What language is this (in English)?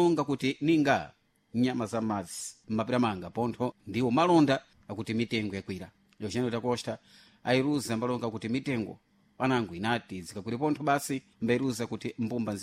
Sena